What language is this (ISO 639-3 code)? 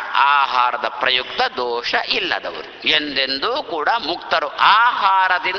kan